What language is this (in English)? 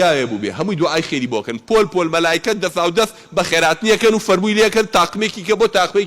Central Kurdish